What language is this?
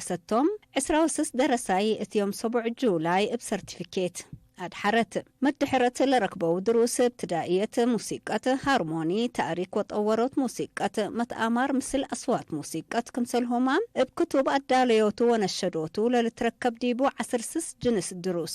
Tigre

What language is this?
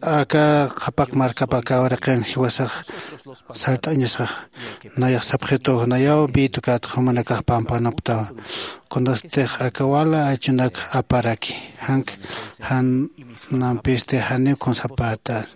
Aymara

